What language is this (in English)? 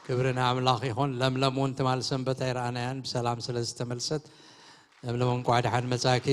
Tigrinya